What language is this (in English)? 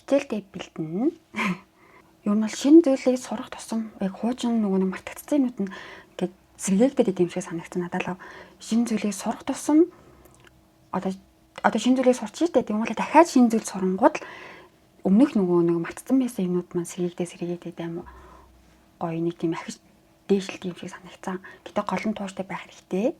Mongolian